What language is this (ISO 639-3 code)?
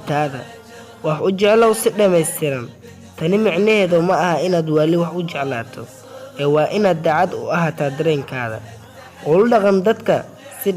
som